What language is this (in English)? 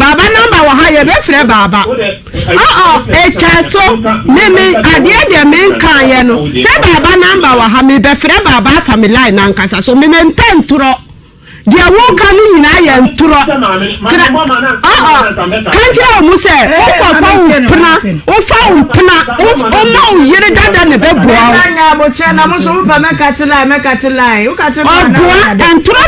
Akan